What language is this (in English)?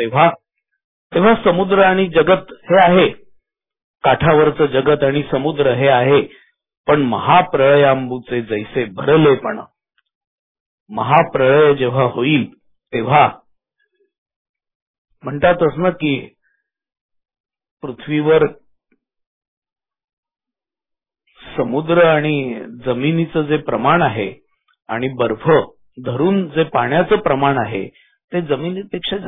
Marathi